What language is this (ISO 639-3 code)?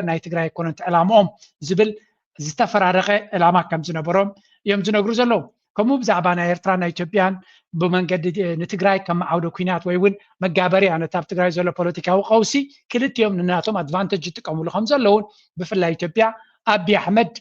tir